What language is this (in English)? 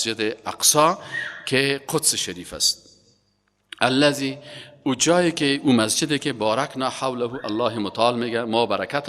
Persian